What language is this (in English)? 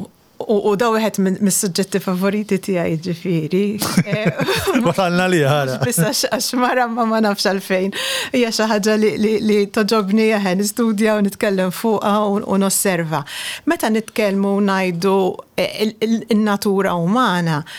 Maltese